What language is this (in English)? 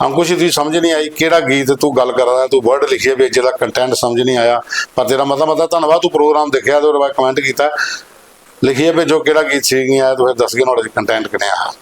Dogri